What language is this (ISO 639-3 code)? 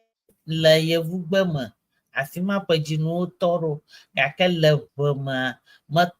ewe